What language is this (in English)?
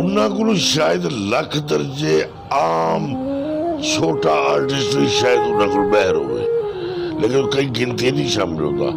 Saraiki